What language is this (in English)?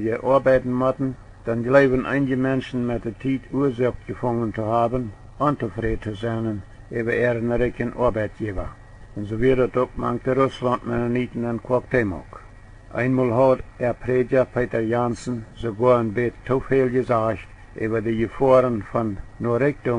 Plautdietsch